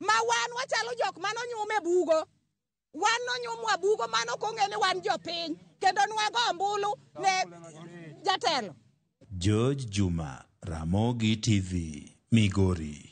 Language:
Luo (Kenya and Tanzania)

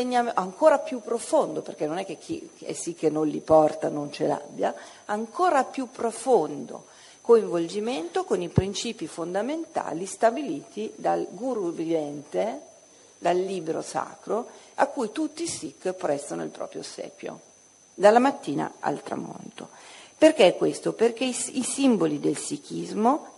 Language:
Italian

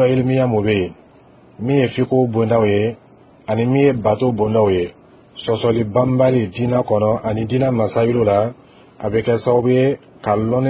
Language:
Dyula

